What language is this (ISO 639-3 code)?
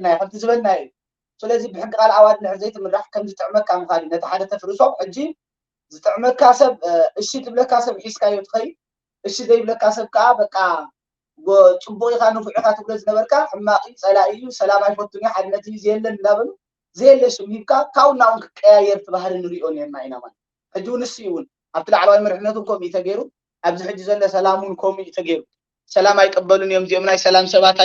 tir